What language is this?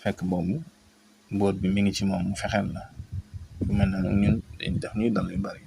Wolof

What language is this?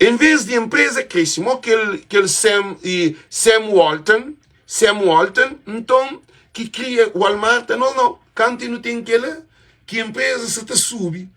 Kabuverdianu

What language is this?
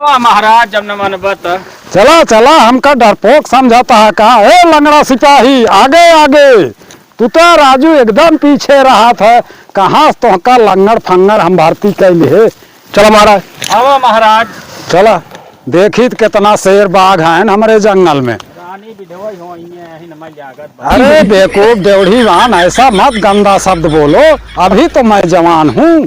Awadhi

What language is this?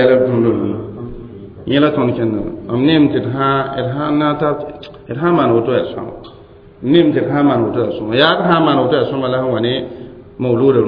Mossi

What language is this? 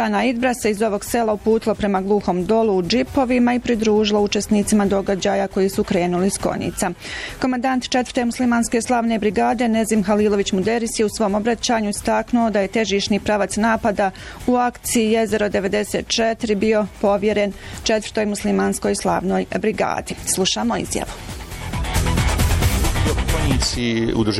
Bosnian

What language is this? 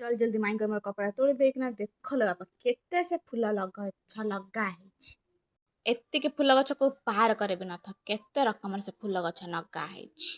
Odia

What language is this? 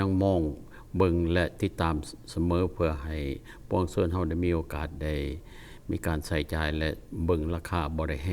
Lao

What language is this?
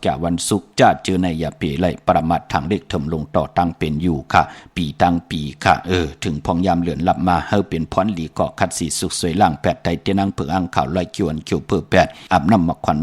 Shan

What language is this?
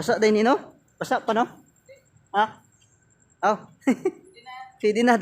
Cebuano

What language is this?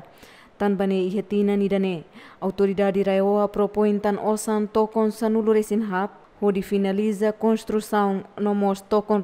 Tetum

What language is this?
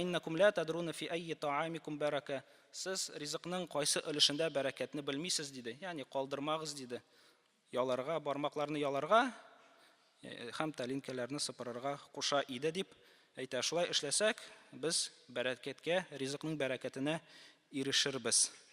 Tatar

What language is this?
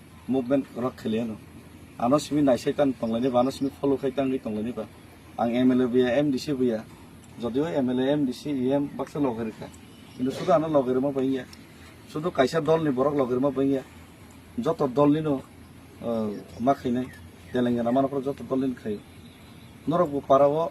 Kok Borok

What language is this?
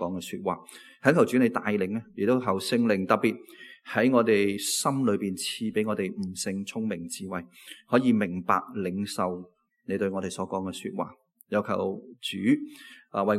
Cantonese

